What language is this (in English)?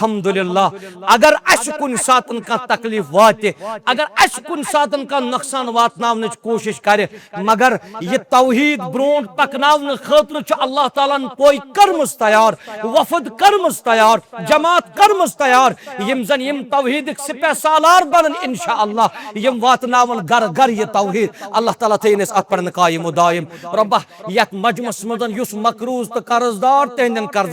Kashmiri